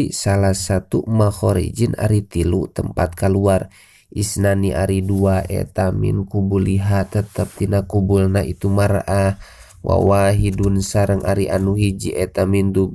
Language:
Sundanese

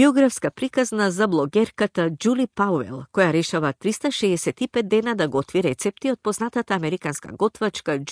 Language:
Macedonian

